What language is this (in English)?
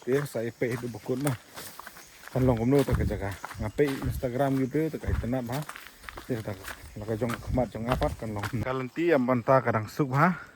Khasi